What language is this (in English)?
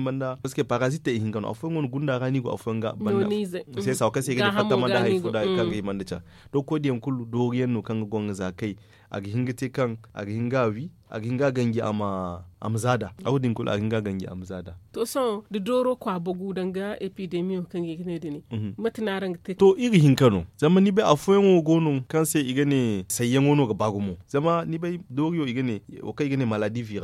Zarma